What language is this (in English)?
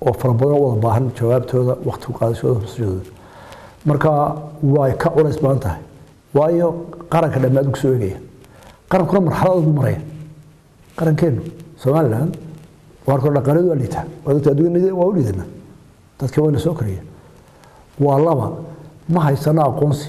Somali